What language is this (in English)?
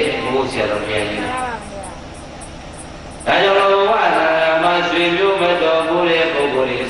Burmese